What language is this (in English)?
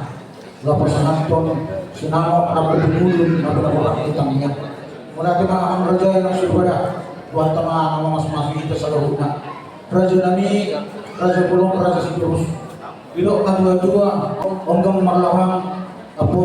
Batak Toba